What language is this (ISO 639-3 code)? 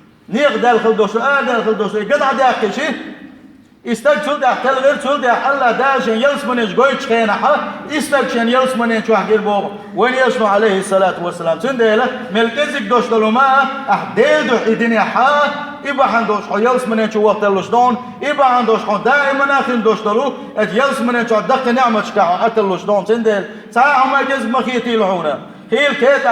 che